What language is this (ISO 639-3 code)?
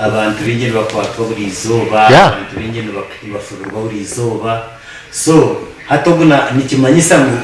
nyn